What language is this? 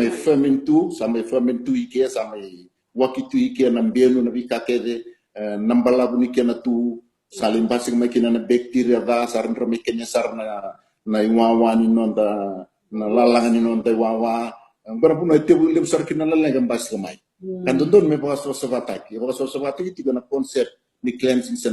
Fijian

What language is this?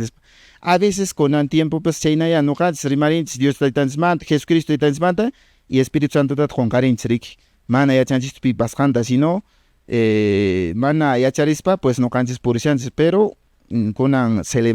Quechua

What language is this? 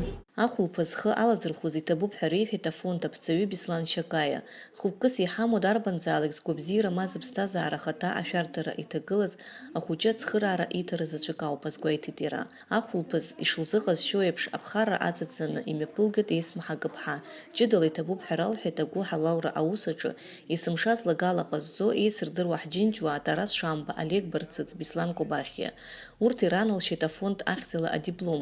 Abkhazian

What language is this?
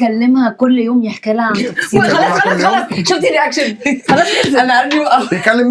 Egyptian Arabic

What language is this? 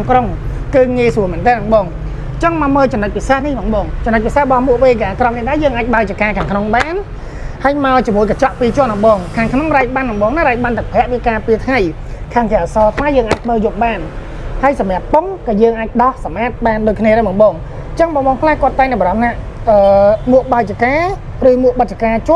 Khmer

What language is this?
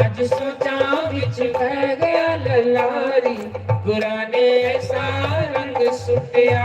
Dogri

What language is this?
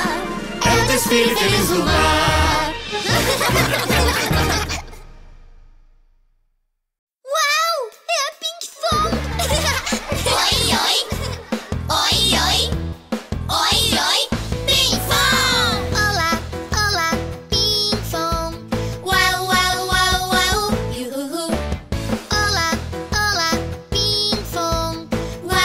Portuguese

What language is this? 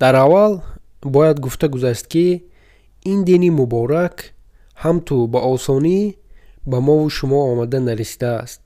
Tajik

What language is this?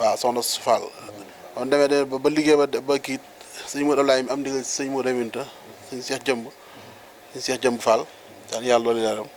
Wolof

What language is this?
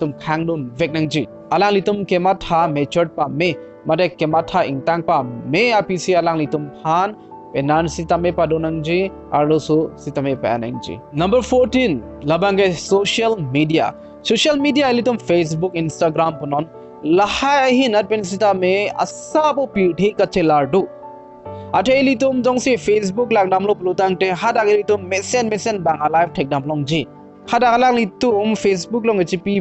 Karbi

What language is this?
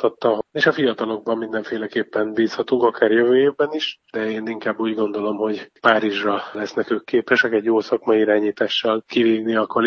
Hungarian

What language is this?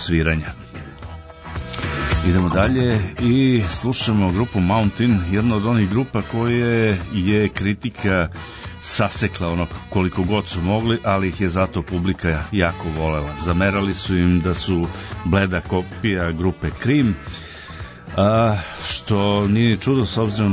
Serbian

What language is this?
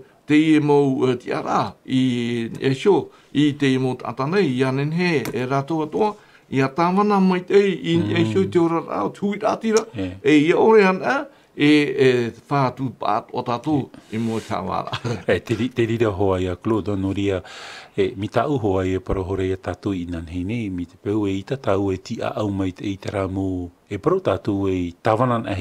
Tahitian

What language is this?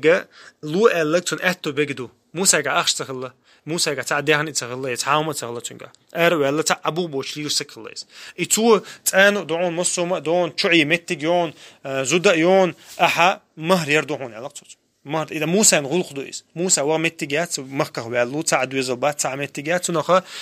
Chechen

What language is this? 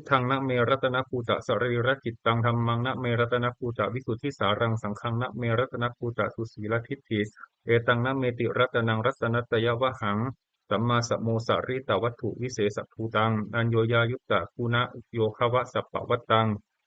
Pali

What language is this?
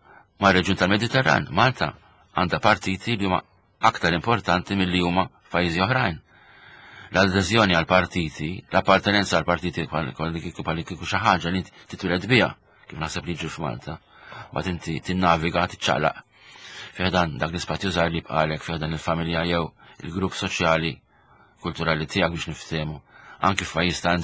Maltese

